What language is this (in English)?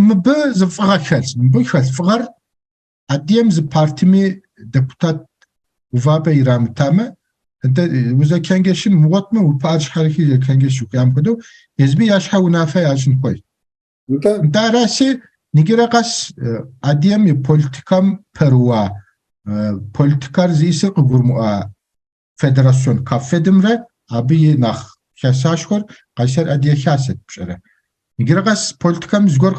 Kabardian